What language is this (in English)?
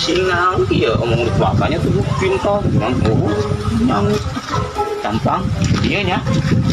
Sundanese